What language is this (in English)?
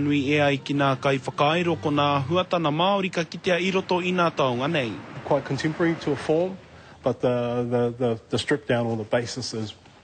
Māori